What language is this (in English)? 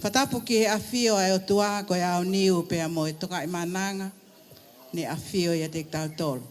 Tongan